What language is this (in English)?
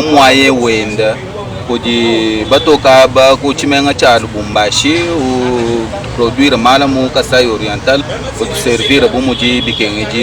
Luba-Lulua